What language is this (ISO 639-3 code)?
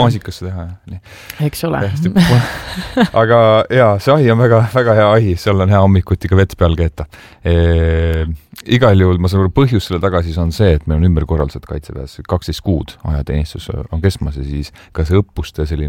est